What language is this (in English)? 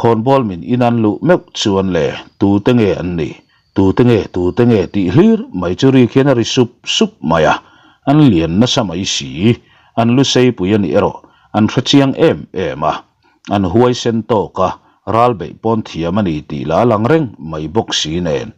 Mizo